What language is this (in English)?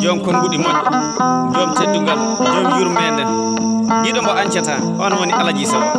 Fula